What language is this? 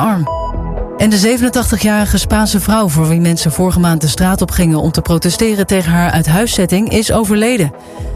Dutch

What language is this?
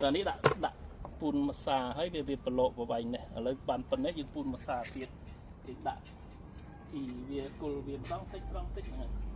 Khmer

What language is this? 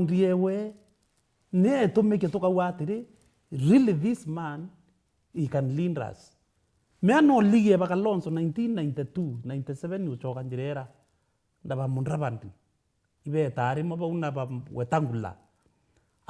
Meru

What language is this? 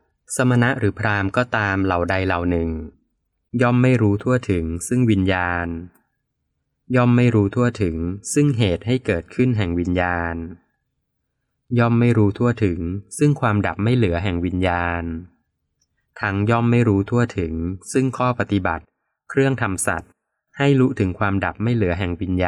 Thai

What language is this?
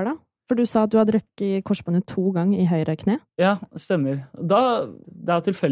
Norwegian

